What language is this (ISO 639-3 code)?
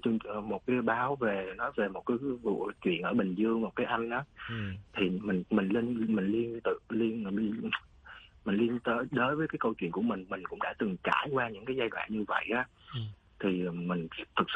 vie